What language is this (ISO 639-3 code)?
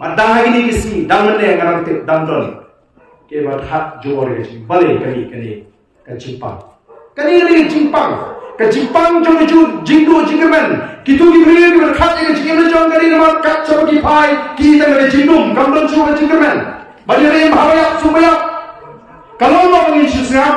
kha